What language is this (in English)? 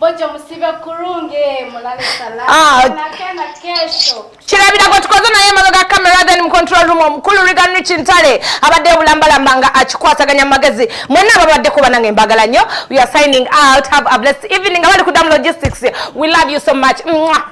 Ganda